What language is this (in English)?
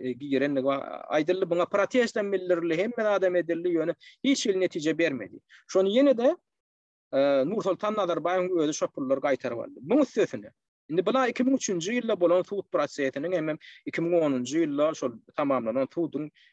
Turkmen